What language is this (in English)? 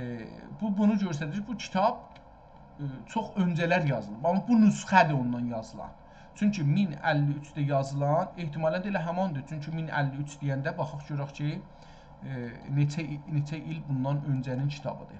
South Azerbaijani